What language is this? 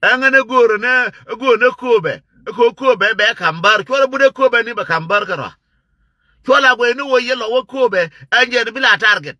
Nuer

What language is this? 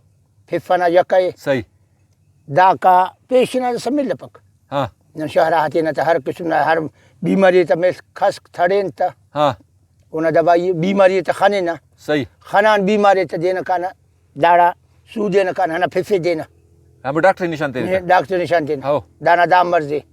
Brahui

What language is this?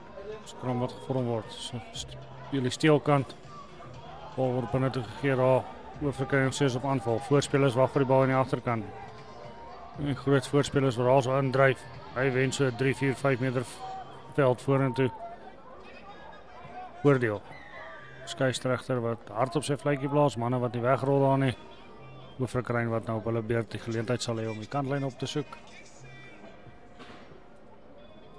Afrikaans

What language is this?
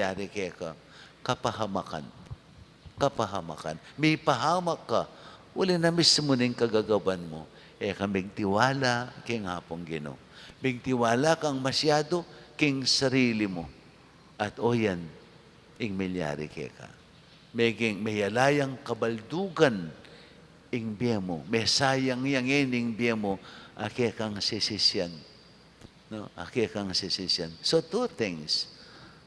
Pampanga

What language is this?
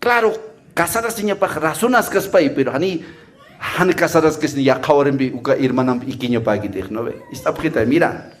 Aymara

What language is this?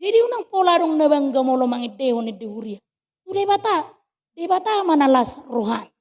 Batak Toba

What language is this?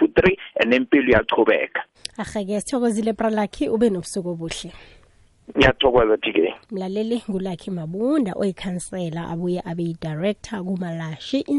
South Ndebele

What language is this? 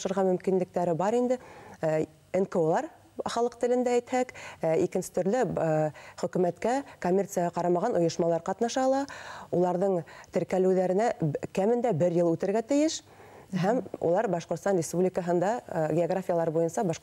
Bashkir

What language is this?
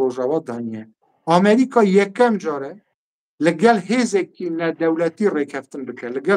Kurdish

